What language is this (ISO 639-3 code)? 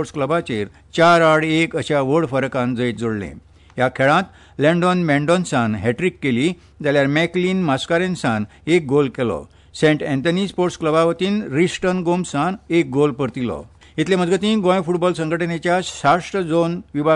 kok